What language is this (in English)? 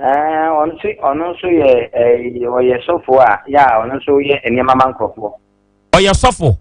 Akan